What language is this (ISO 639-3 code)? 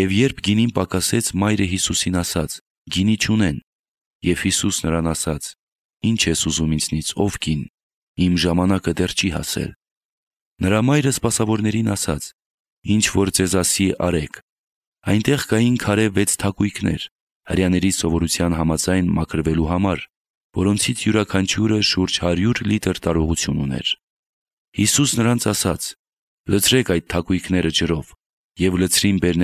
hye